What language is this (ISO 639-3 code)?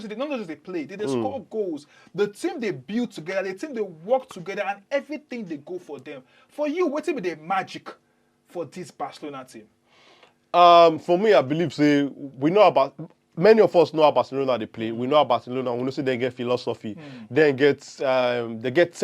pcm